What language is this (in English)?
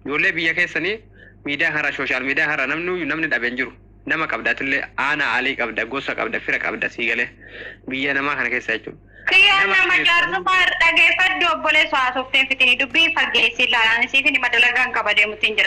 Oromo